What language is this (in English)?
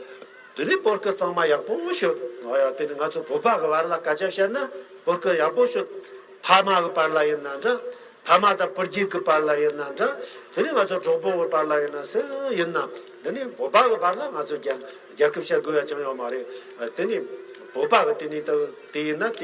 Tibetan